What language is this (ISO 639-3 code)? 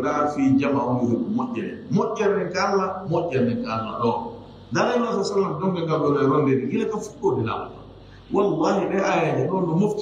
ful